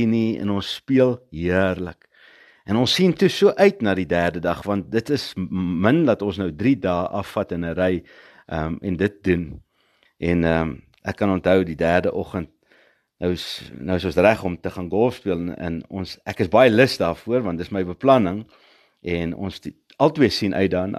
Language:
Afrikaans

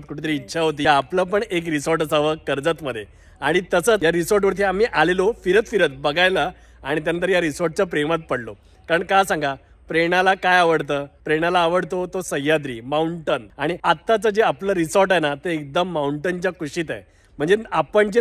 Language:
Marathi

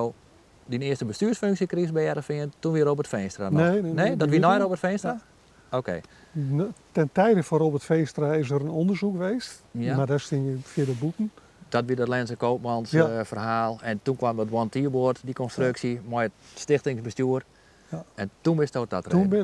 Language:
Western Frisian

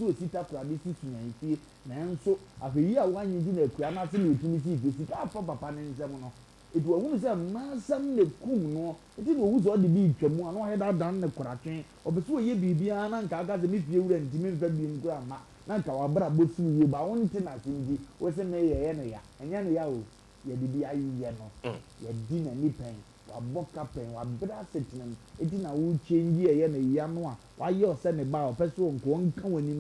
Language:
Akan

